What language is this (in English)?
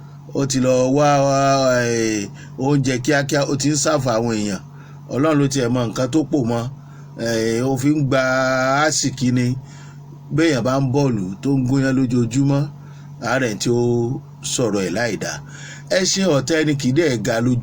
Yoruba